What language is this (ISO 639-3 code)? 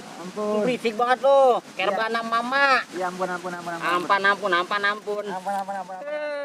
bew